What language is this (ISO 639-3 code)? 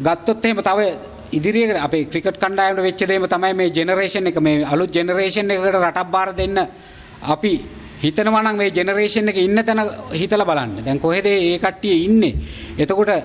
sin